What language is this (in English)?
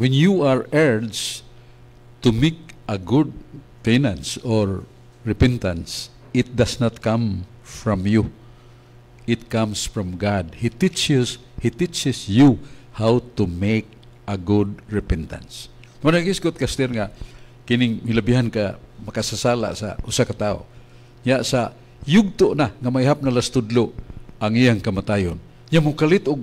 Cebuano